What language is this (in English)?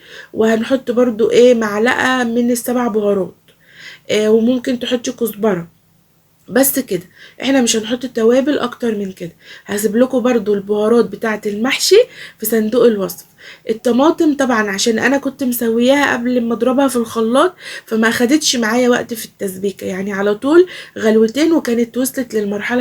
Egyptian Arabic